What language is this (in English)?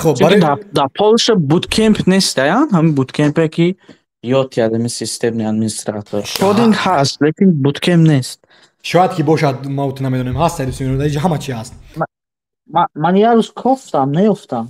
Tajik